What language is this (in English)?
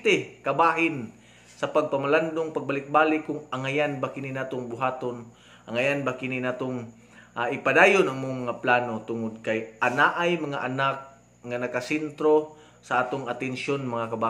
Cebuano